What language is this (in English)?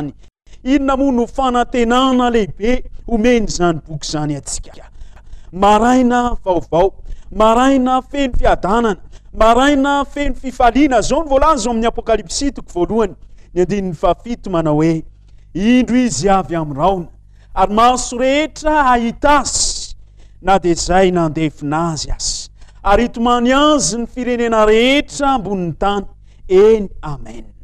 Malagasy